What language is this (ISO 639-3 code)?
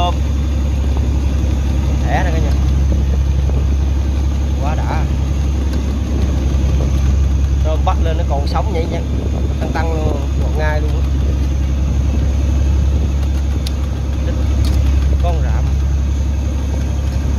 vie